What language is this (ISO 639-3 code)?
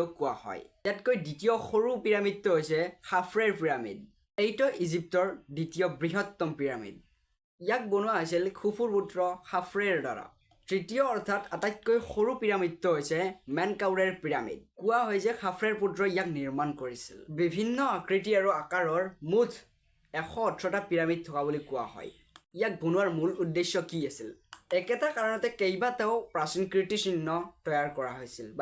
asm